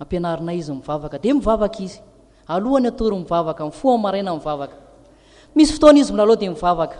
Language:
Malagasy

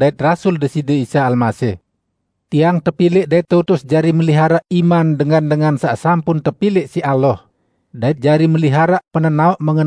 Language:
Sasak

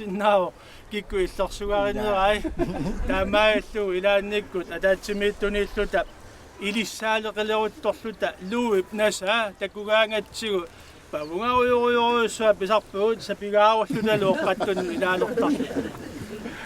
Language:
Kalaallisut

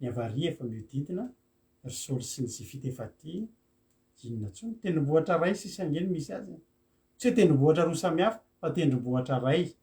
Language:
Malagasy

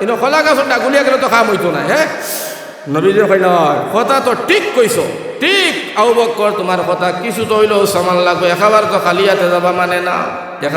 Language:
Sylheti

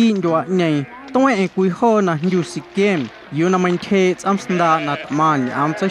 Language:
Guerrero Amuzgo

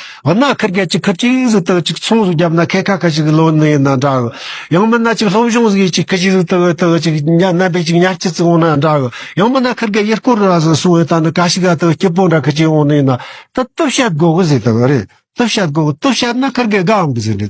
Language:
Tibetan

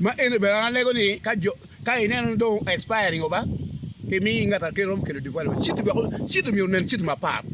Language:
Acoli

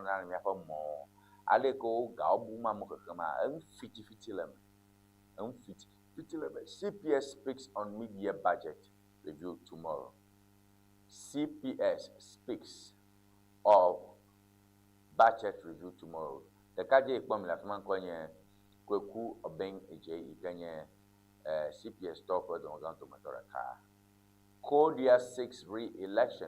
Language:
Ewe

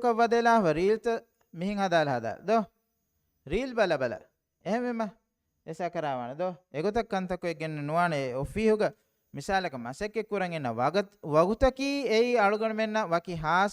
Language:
Divehi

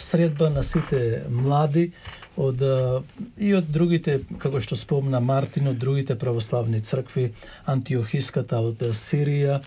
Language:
Macedonian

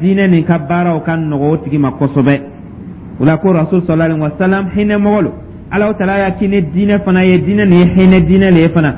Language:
Dyula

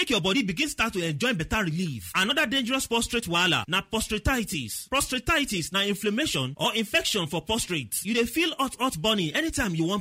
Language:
Nigerian Pidgin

